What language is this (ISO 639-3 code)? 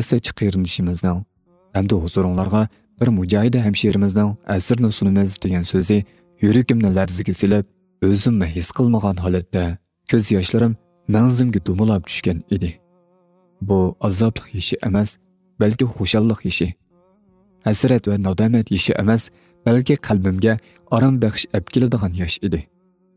uig